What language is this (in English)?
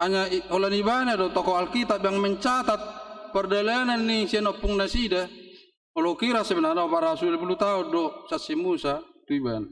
Batak Toba